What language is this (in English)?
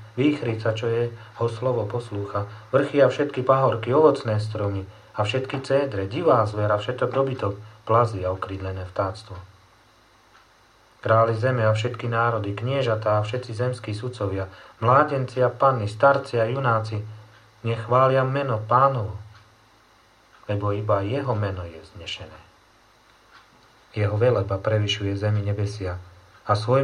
Slovak